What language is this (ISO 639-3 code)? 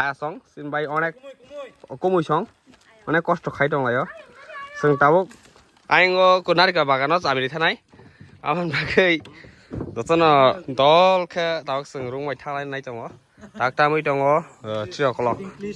trp